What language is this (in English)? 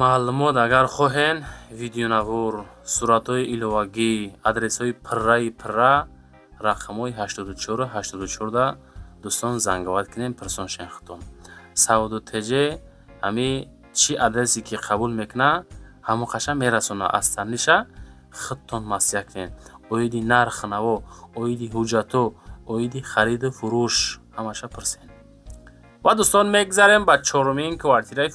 Tajik